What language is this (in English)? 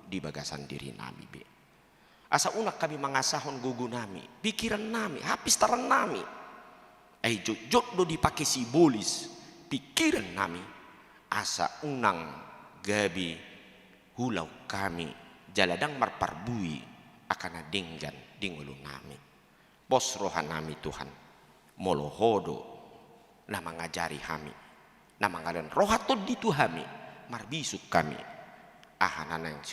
Batak Toba